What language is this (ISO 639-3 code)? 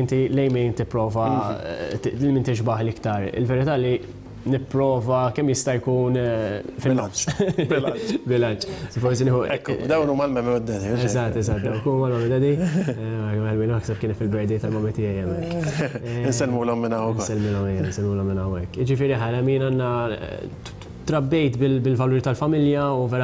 mlt